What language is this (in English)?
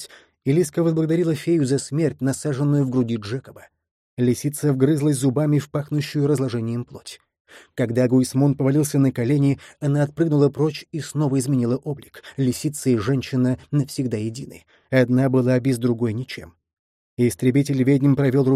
Russian